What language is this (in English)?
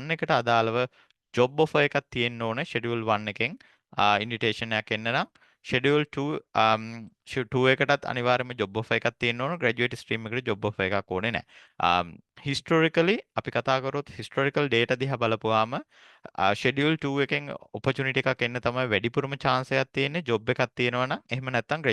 Sinhala